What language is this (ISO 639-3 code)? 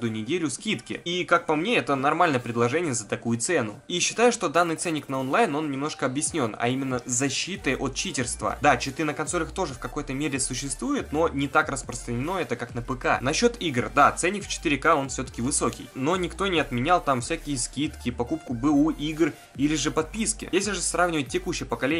rus